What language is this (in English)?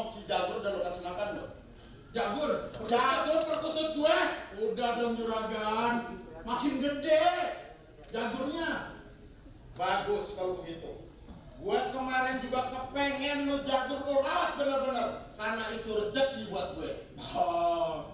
Betawi